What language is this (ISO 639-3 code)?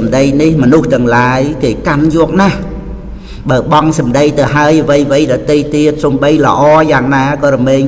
khm